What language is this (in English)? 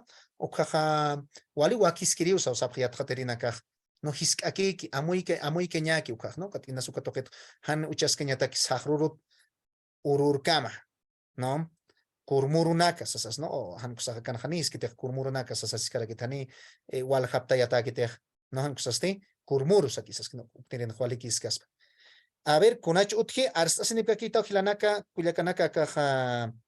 Aymara